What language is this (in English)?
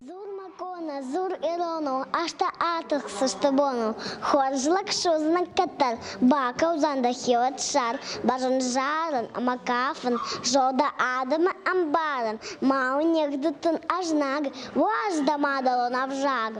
Ossetic